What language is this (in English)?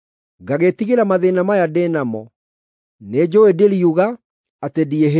Kikuyu